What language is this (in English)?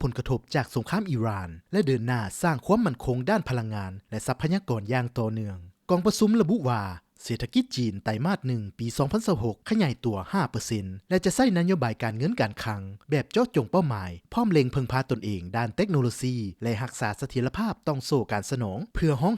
Lao